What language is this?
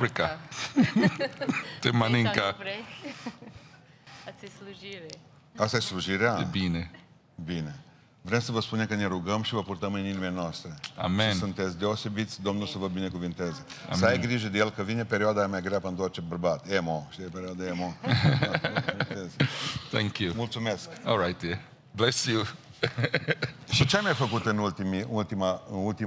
Romanian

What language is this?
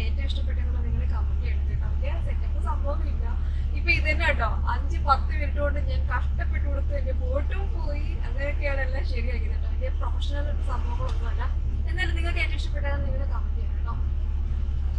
Malayalam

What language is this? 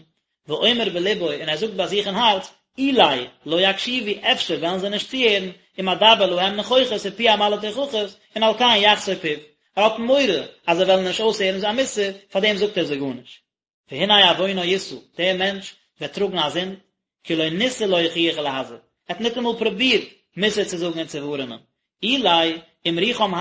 Yiddish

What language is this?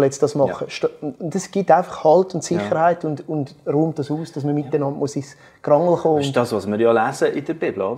Swiss German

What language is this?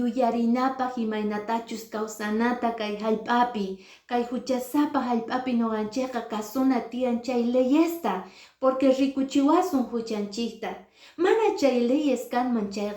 Quechua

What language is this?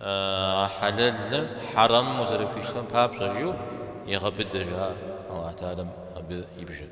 Kabardian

